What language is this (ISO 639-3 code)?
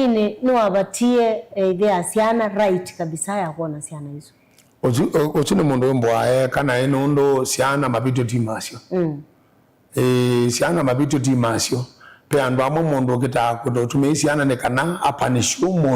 kam